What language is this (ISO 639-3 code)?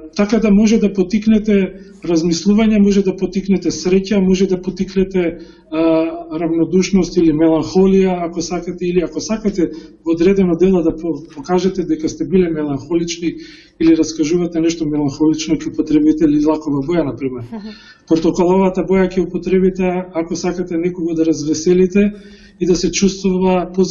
mkd